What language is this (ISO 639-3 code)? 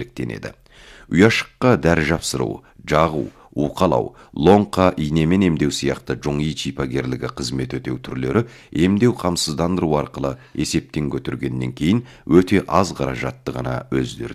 kaz